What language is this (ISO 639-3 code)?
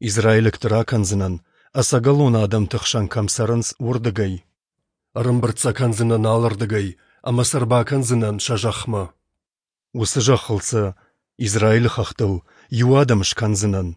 oss